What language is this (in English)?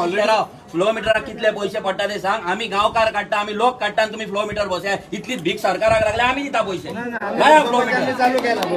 Konkani